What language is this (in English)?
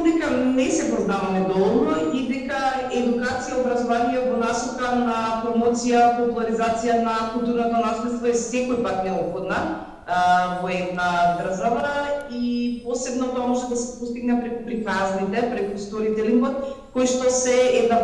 Macedonian